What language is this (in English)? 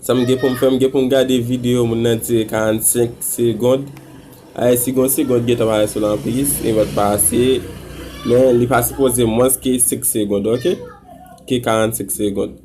Haitian Creole